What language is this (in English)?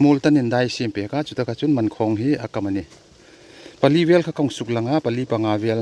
Hmar